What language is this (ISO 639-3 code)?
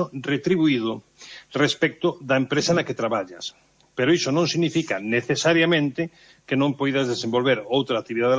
glg